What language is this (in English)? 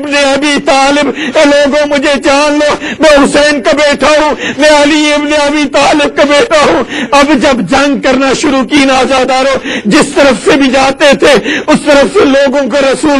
Urdu